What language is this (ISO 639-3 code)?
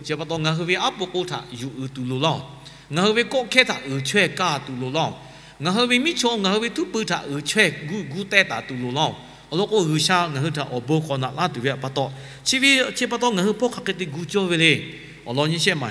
lhu